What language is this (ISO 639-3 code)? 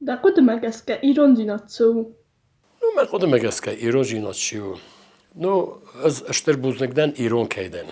oss